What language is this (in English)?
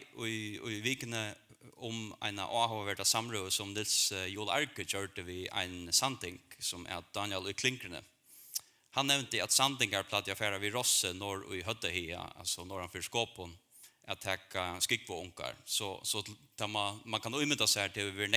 Faroese